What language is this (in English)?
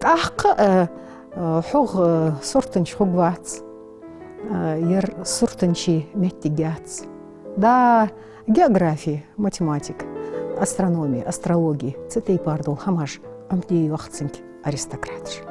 Ingush